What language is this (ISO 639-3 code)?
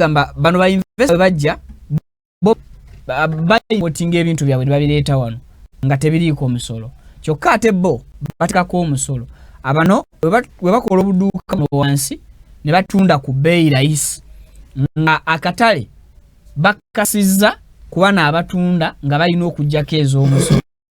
lug